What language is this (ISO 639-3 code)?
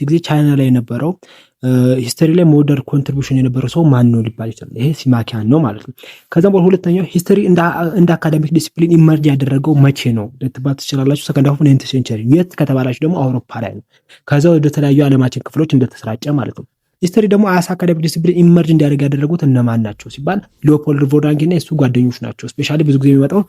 amh